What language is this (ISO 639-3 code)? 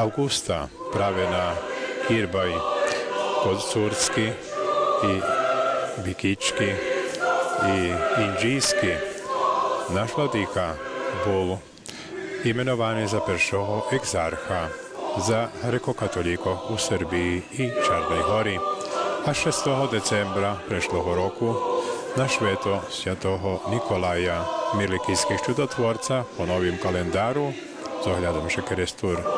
rue